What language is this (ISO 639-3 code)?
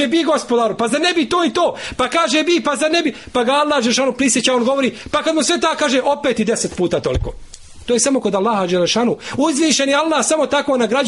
bos